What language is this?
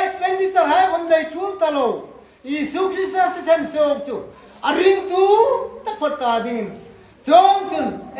Hmar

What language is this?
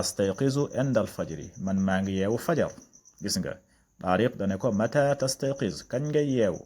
Wolof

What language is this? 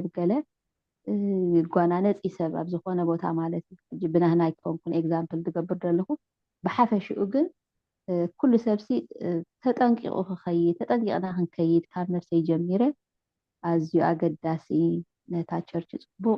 Tigrinya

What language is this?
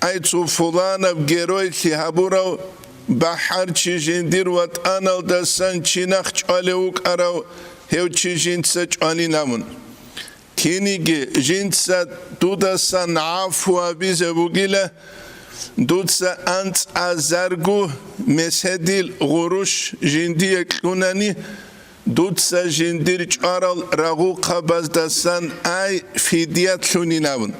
Avaric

